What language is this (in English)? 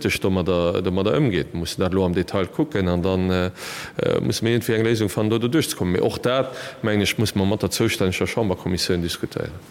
Luxembourgish